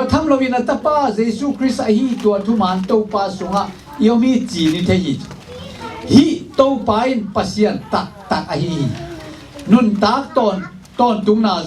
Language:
Tedim Chin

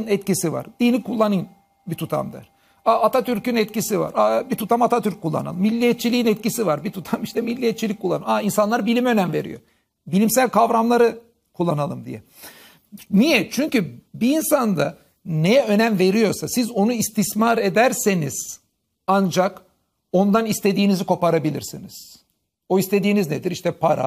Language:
Turkish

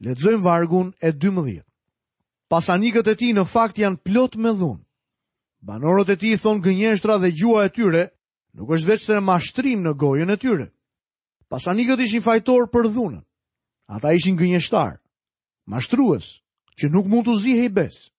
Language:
Albanian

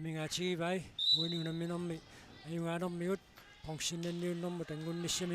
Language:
Kalaallisut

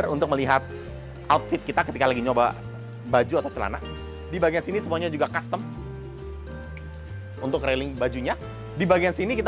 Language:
Indonesian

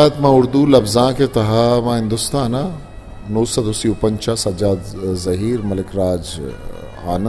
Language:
Eastern Balochi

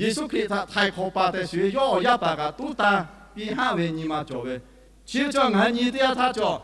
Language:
Lahu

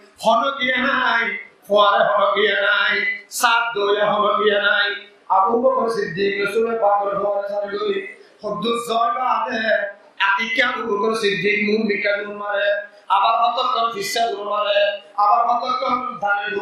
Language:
Rohingya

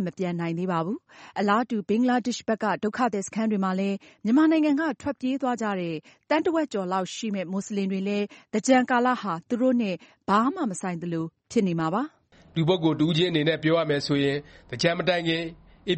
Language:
Burmese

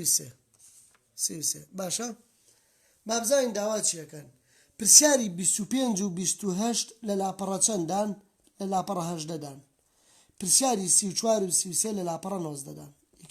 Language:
Central Kurdish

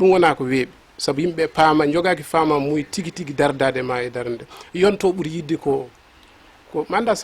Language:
Fula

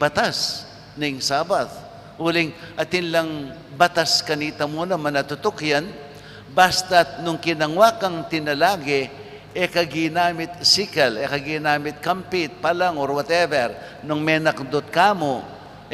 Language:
Pampanga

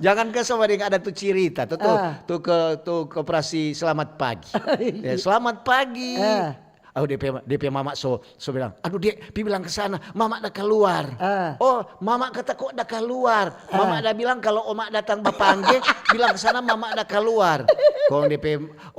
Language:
Manado Malay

